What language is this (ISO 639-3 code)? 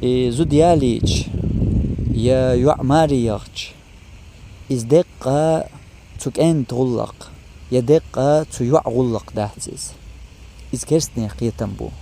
che